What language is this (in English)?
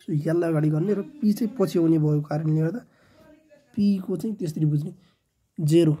Nepali